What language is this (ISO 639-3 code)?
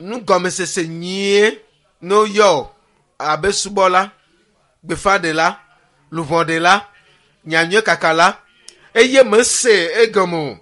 ewe